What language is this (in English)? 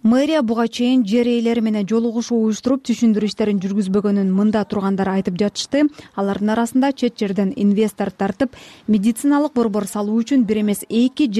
Kyrgyz